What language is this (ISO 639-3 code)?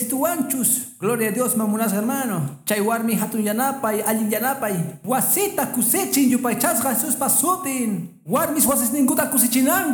que